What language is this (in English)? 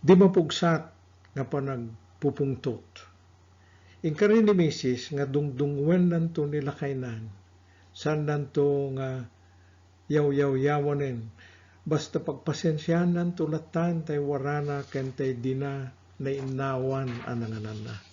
Iloko